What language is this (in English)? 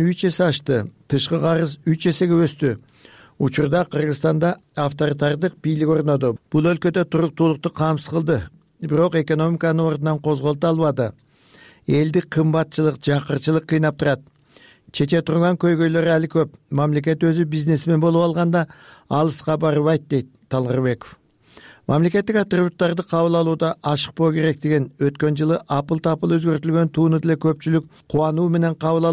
Kyrgyz